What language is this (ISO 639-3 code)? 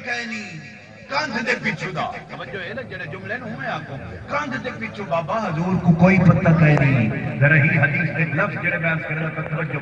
skr